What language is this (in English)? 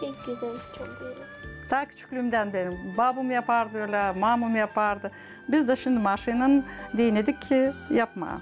Gagauz